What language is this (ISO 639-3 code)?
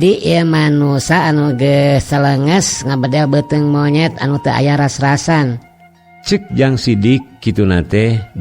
sun